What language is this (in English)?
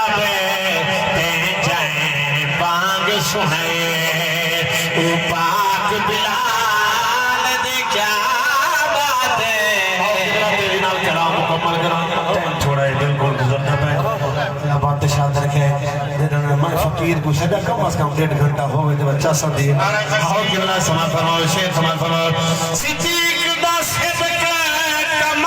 Saraiki